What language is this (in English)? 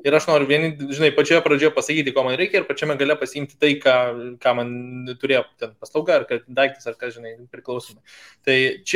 Lithuanian